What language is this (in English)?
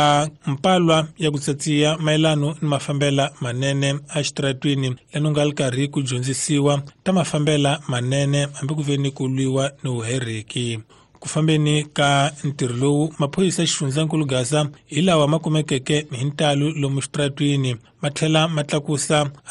Tsonga